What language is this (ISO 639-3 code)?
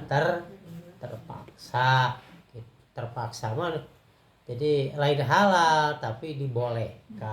sun